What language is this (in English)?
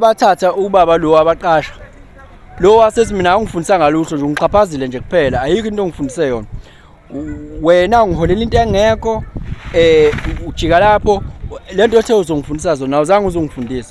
Zulu